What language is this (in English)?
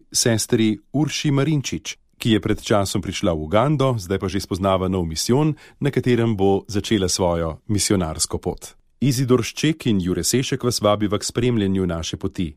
Slovenian